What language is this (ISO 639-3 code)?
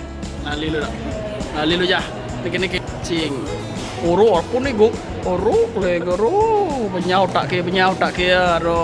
ban